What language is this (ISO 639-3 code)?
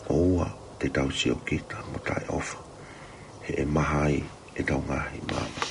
ton